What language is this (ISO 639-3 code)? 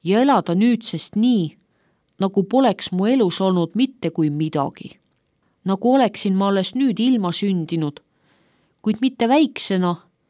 est